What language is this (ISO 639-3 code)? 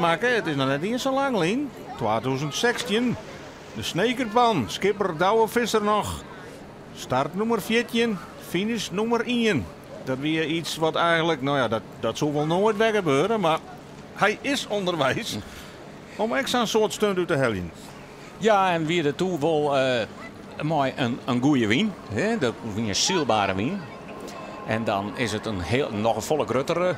fry